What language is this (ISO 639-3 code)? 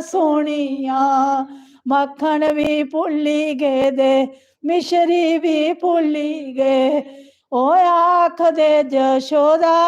doi